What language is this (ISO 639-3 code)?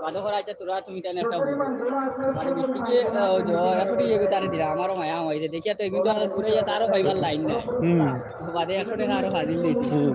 syl